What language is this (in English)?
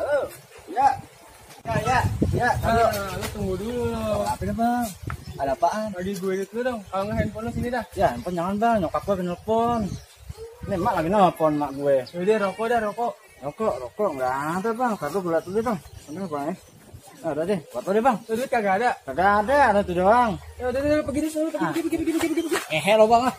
Betawi